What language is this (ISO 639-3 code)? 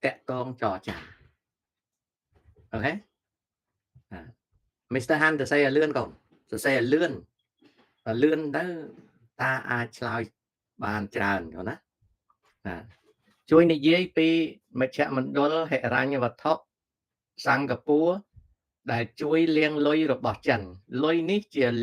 khm